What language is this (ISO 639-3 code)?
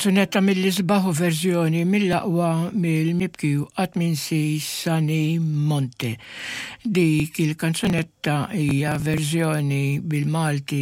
mlt